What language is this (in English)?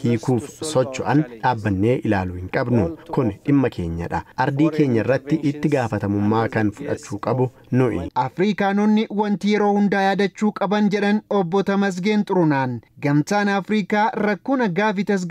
Oromo